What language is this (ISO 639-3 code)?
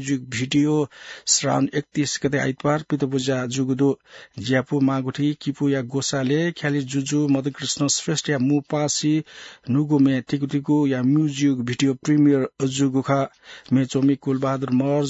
new